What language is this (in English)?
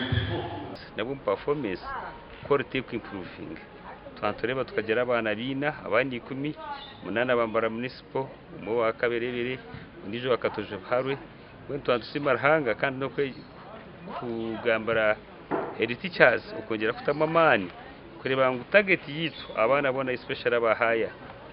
Nyankole